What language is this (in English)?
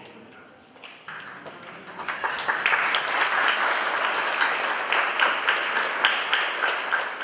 Romanian